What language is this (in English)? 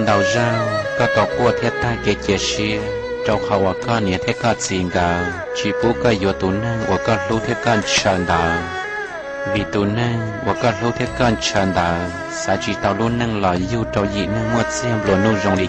Hmong